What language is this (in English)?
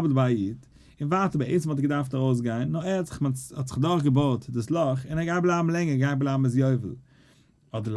Yiddish